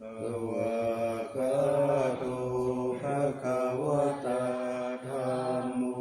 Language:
Pali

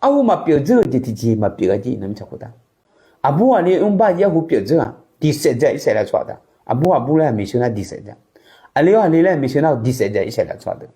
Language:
Akha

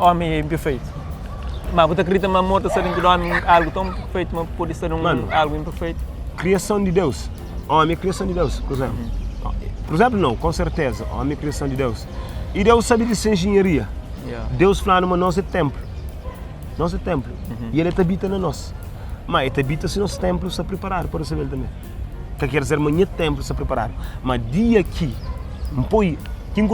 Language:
Kabuverdianu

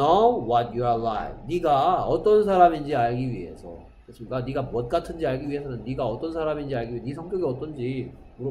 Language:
Korean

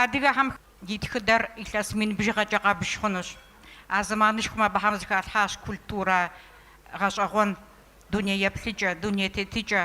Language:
Kabardian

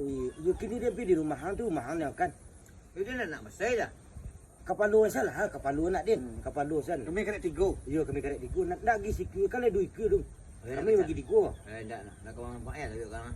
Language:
Minangkabau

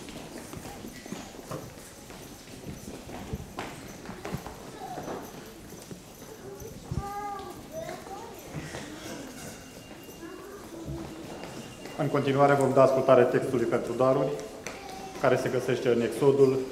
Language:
Romanian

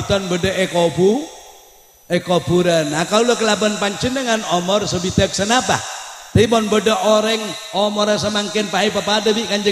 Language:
Madurese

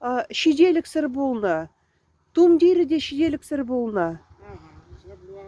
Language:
Chuvash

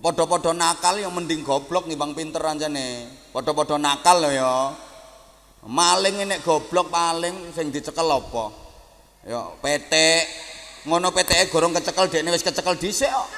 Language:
Javanese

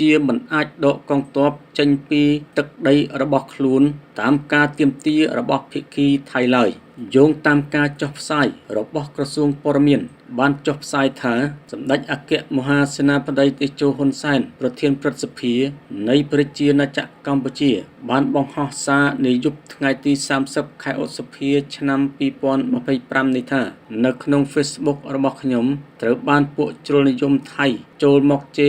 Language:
Khmer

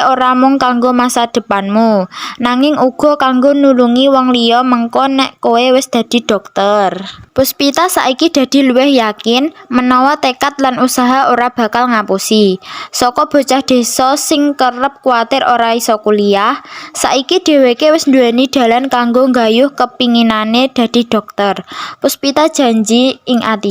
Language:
Javanese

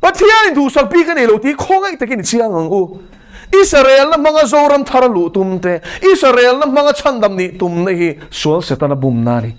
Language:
Mizo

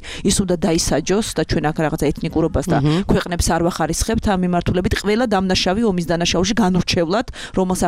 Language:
Georgian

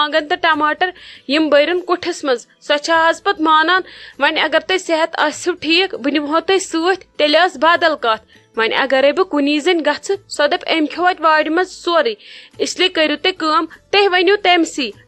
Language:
Kashmiri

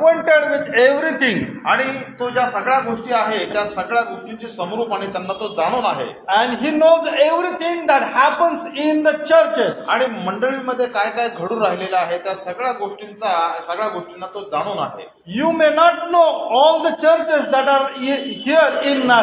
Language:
Marathi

